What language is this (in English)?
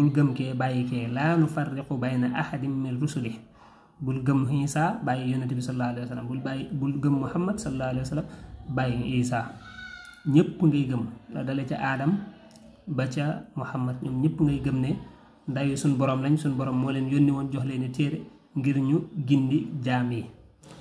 Wolof